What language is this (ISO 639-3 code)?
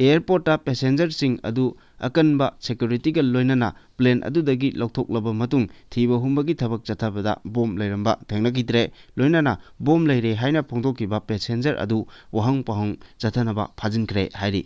mni